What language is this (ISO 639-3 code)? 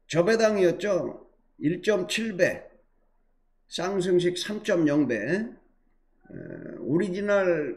kor